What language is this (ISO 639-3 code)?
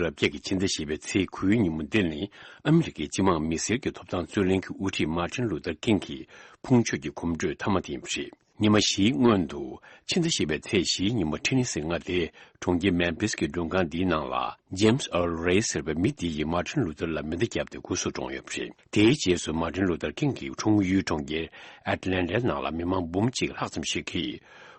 bod